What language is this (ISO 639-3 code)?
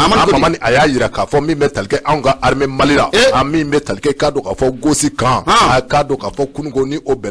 bam